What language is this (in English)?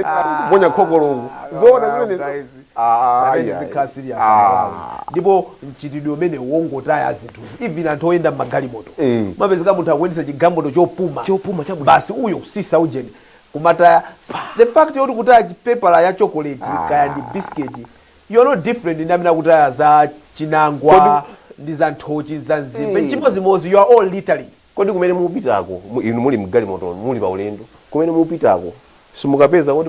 Nyanja